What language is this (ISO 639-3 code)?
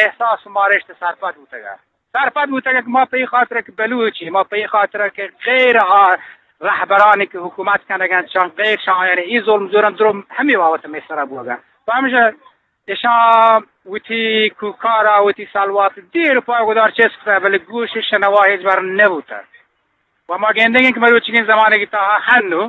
bgp